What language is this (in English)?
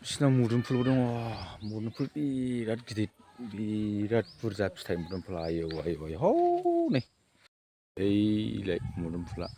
Bodo